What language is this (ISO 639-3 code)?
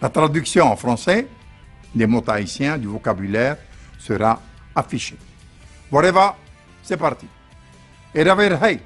tah